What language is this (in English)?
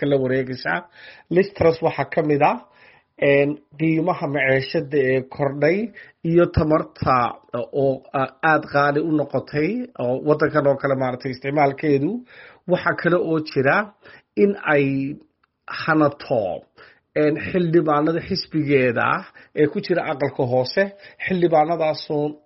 Somali